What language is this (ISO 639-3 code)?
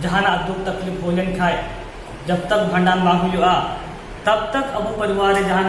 sat